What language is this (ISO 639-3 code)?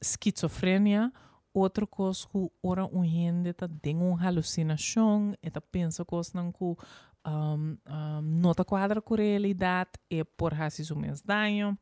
pap